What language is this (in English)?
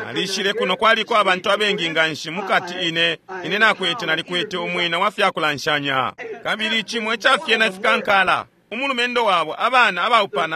Bemba